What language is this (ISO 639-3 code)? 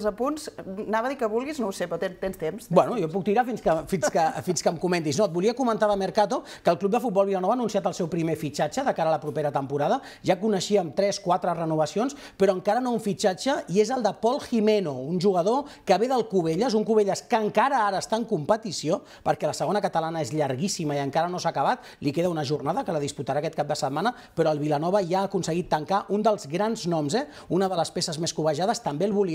cat